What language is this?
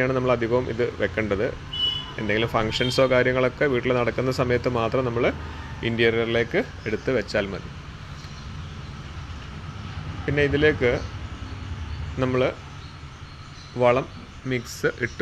Malayalam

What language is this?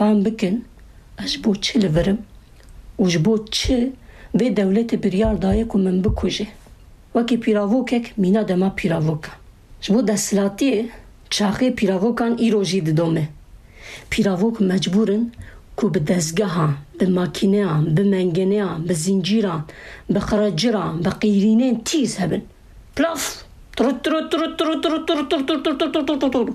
Kurdish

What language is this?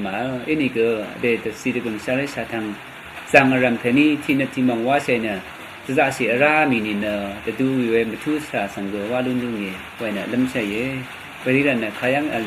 Rawang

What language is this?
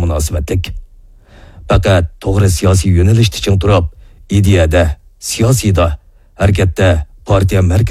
Uyghur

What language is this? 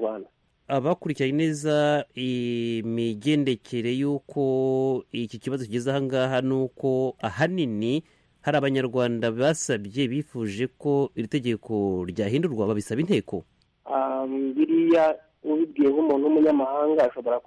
Kinyarwanda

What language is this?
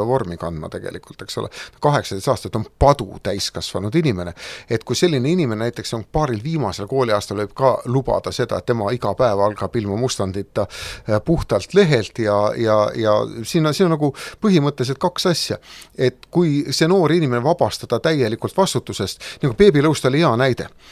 Estonian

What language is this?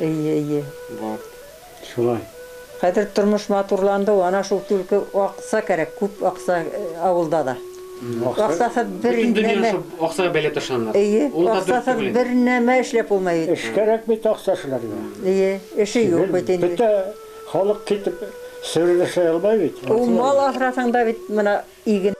Bashkir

